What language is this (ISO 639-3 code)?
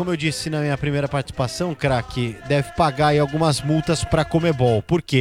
por